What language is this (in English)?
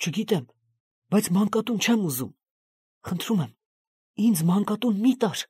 Armenian